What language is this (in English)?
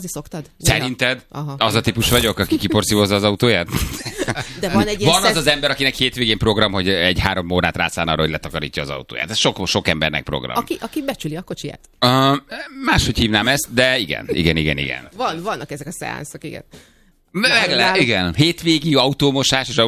Hungarian